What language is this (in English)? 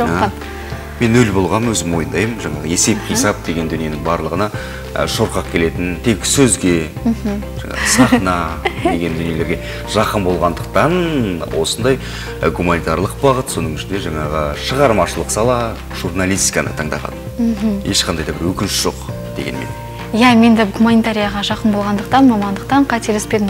Kazakh